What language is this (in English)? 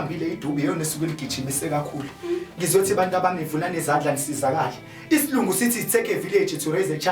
Zulu